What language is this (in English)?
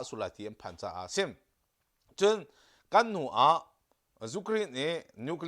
Hakha Chin